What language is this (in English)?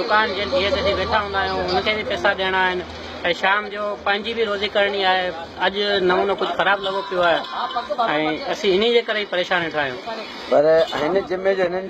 Sindhi